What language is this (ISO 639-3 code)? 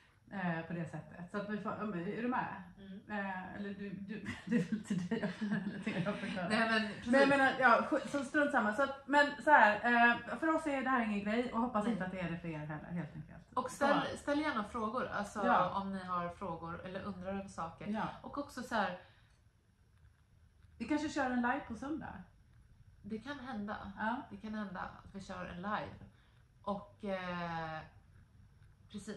swe